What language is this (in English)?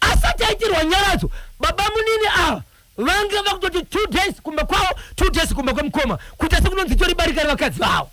Shona